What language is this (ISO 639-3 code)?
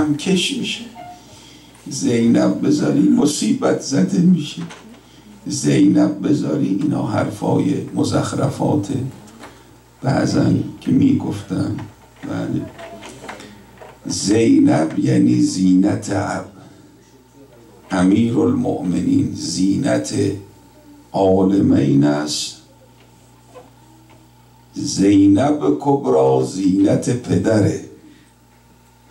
fas